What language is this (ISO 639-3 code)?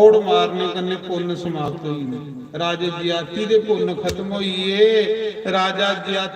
doi